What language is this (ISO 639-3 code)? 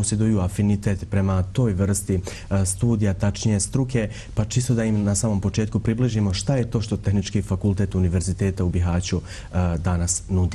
bos